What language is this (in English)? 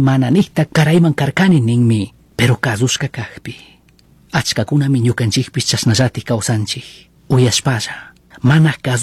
Chimborazo Highland Quichua